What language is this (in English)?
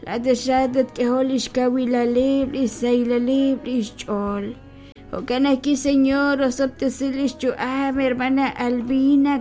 Kekchí